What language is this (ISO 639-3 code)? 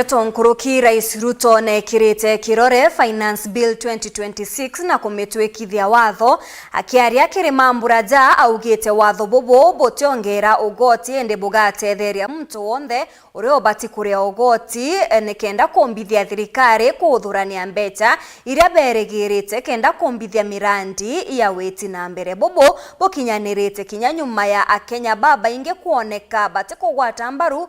mer